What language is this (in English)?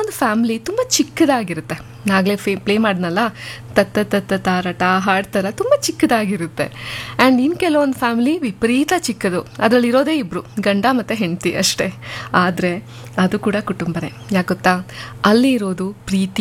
Kannada